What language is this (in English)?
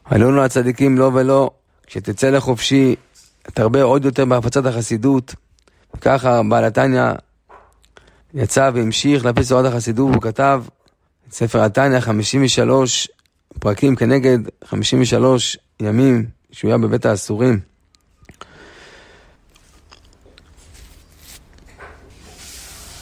Hebrew